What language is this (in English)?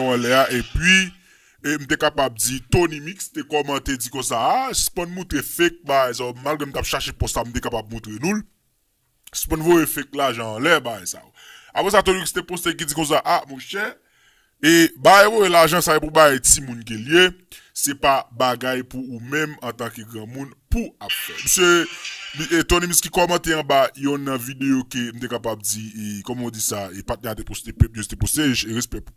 Haitian Creole